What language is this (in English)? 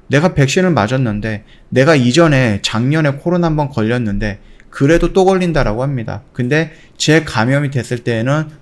Korean